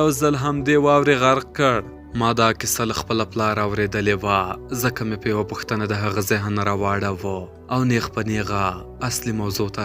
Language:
Pashto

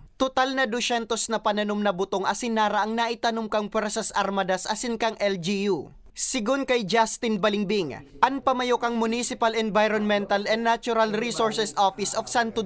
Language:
Bikol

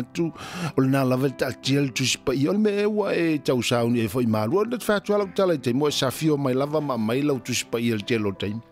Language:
Samoan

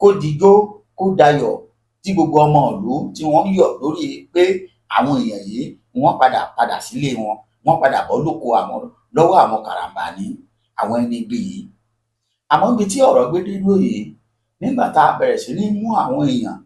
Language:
Yoruba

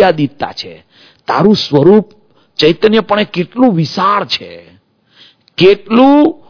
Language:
Gujarati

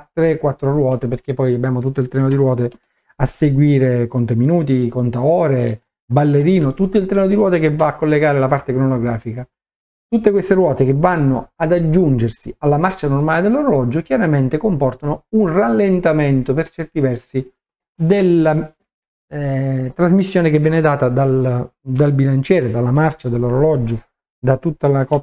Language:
Italian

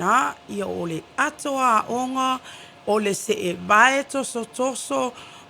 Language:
Samoan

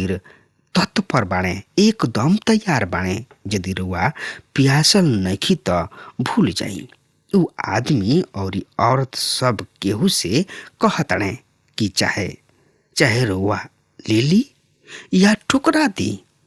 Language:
Bhojpuri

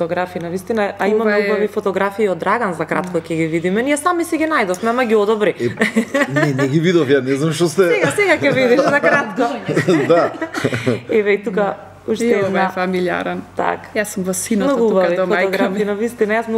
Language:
Macedonian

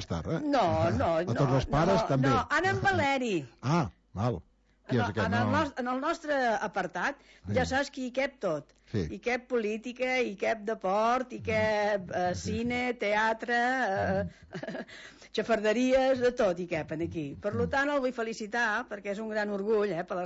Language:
Catalan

